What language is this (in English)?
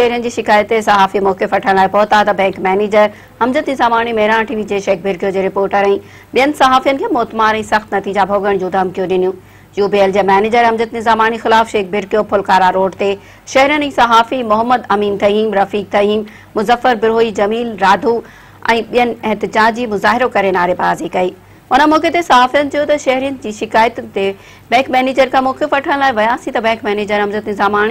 Sindhi